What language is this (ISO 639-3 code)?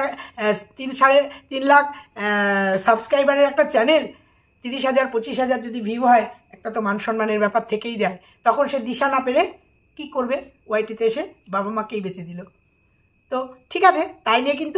ben